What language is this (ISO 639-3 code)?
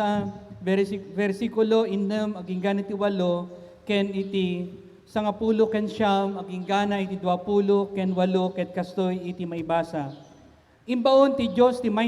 ilo